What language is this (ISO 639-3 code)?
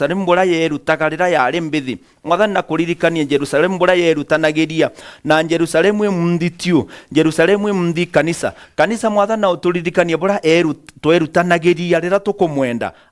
mer